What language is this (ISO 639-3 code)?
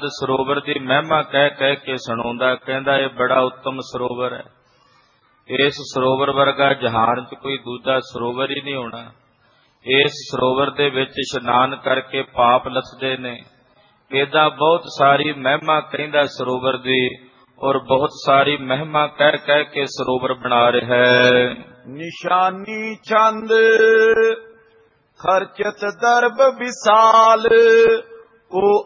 pan